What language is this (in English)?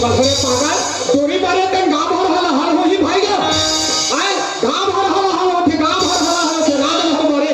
Chhattisgarhi